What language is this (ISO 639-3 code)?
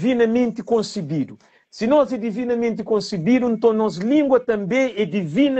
kea